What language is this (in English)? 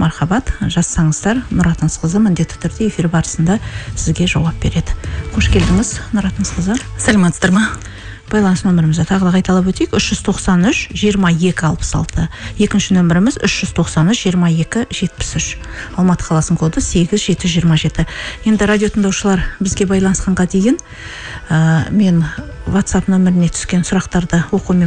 Kazakh